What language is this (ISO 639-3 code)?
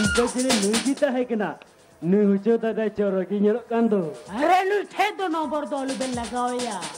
sat